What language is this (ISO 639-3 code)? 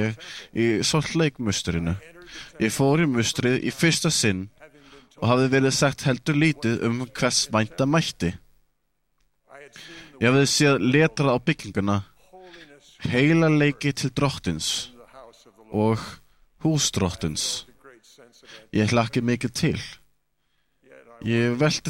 isl